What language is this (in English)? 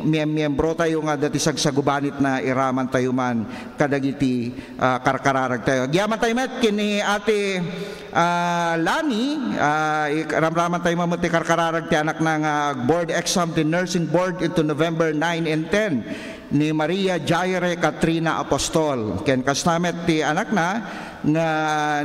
Iloko